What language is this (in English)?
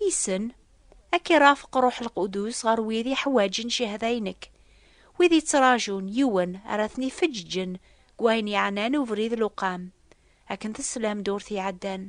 Kabyle